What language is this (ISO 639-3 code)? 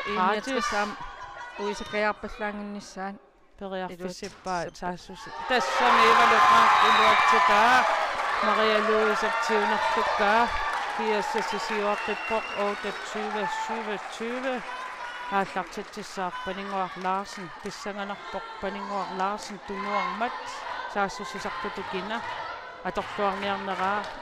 kal